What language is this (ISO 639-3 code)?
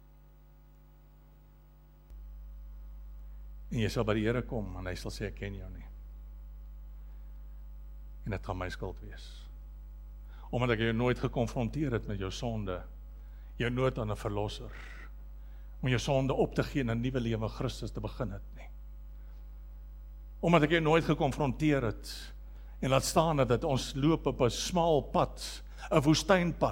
afr